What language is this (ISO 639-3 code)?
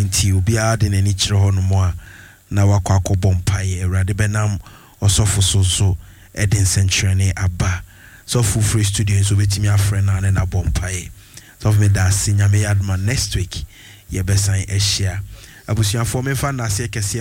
aka